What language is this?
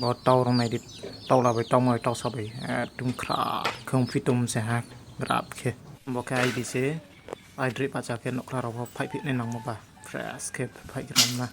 Riang (India)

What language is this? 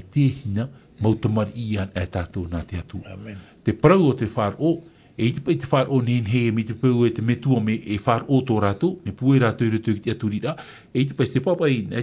Tahitian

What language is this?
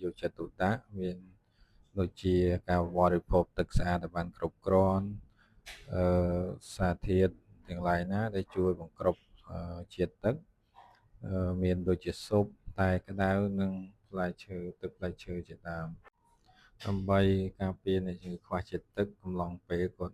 Khmer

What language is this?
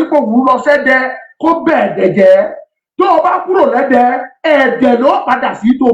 Yoruba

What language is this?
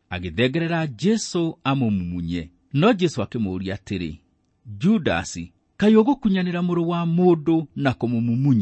Kikuyu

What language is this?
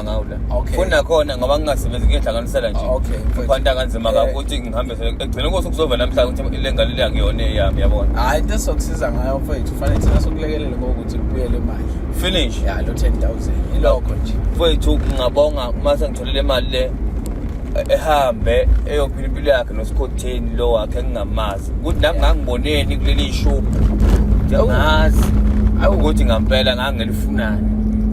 Zulu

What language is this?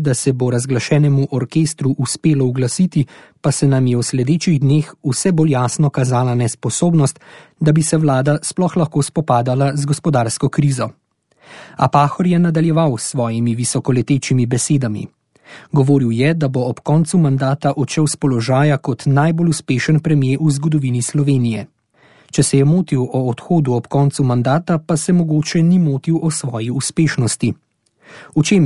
Slovenian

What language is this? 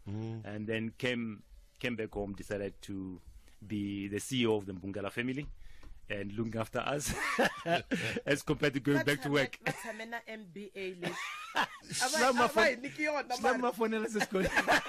Tsonga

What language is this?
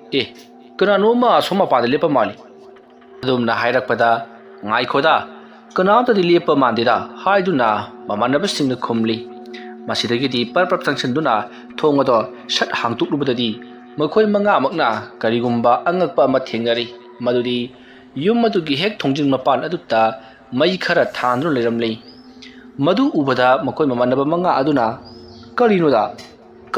Manipuri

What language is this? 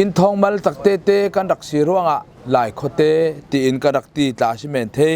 Falam Chin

